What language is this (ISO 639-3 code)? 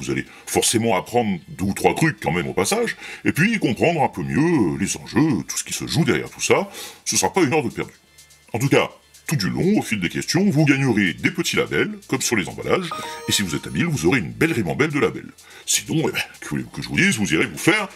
fra